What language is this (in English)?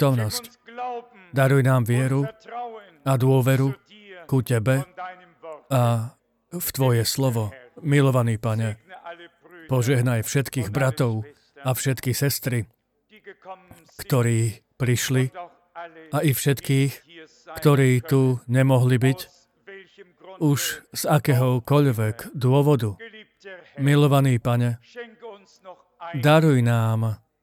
Slovak